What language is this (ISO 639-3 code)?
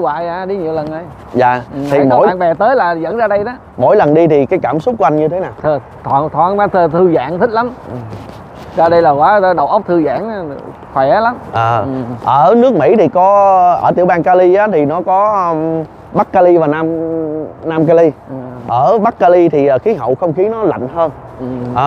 vie